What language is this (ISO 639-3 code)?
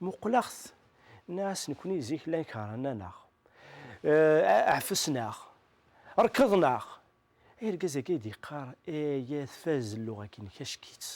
kab